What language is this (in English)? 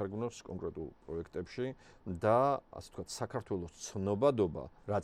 Georgian